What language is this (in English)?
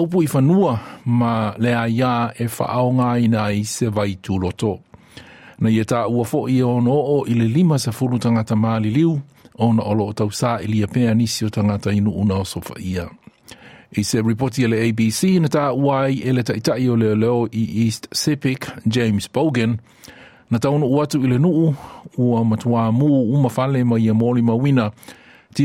Samoan